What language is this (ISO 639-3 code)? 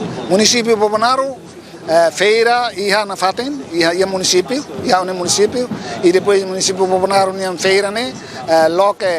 tet